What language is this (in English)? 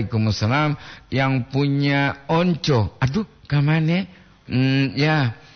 Gorontalo